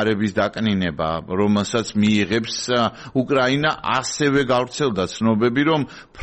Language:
Georgian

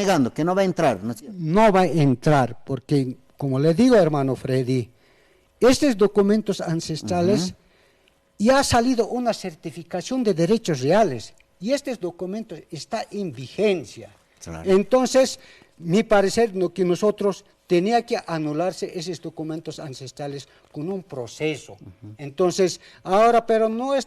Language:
Aymara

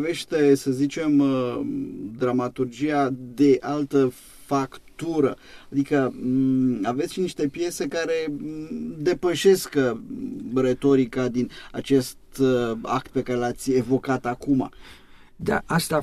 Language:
Romanian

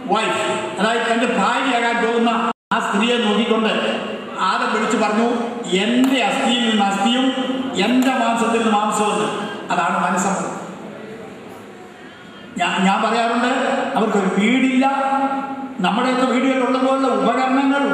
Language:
Malayalam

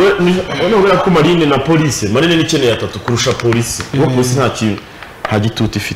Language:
Kinyarwanda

